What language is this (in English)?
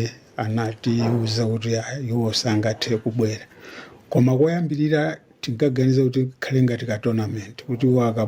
Nyanja